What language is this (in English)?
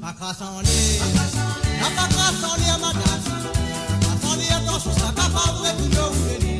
Morisyen